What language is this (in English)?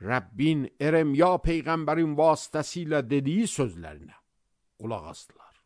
Azerbaijani